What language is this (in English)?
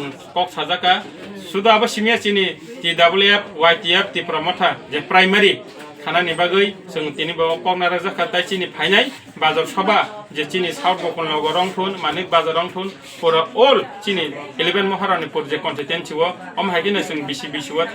Kok Borok